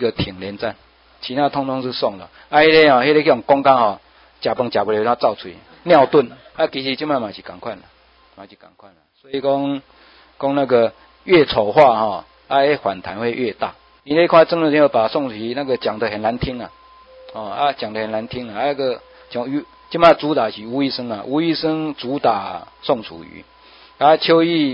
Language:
Min Nan Chinese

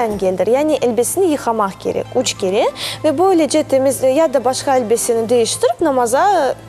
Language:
Crimean Tatar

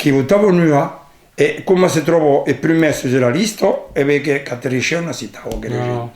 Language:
Occitan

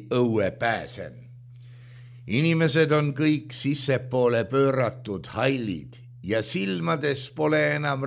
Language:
Estonian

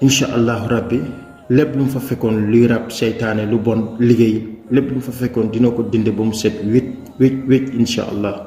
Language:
Wolof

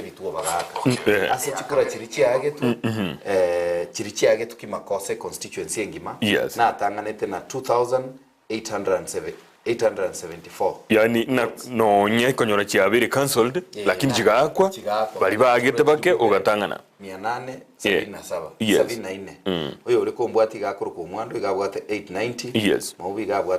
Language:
Gusii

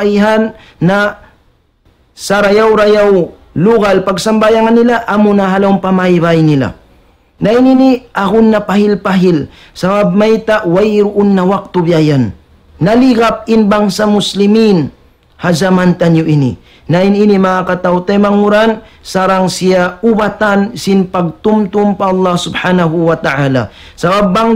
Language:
Tausug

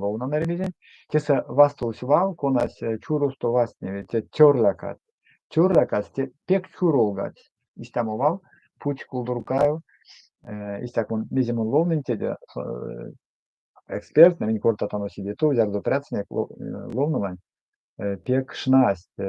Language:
Erzya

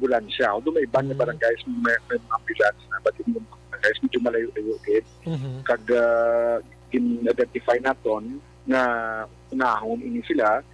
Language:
Hiligaynon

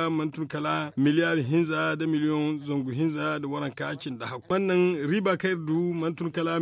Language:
Zarma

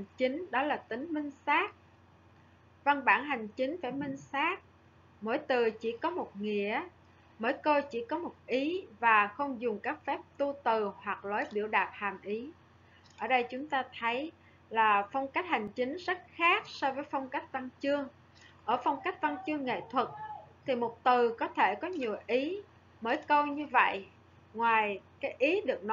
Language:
Vietnamese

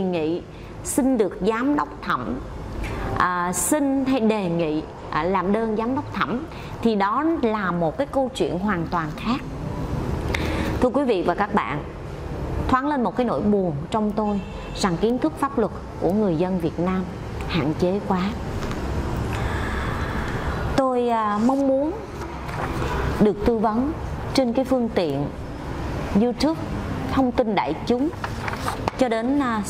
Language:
Vietnamese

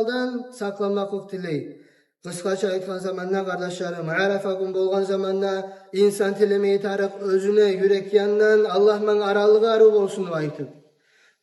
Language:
Kumyk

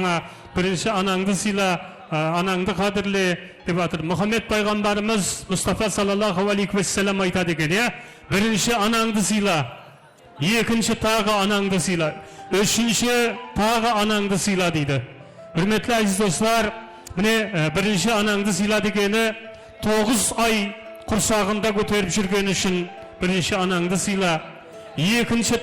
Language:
Kara-Kalpak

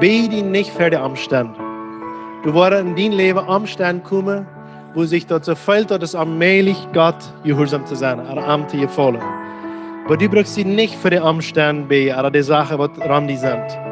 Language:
Plautdietsch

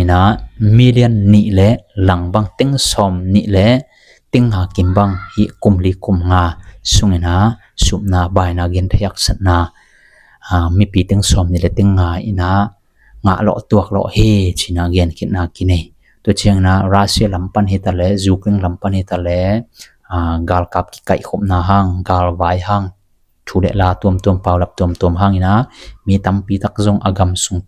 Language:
Tedim Chin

